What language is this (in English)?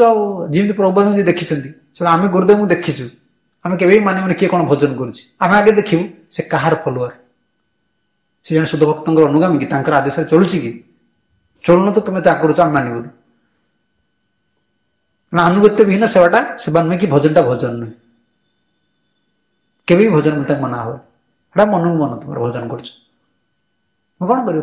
Odia